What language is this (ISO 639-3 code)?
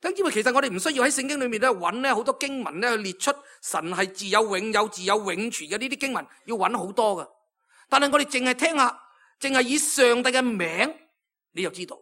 yue